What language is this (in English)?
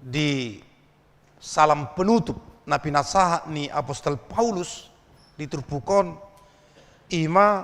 Batak Toba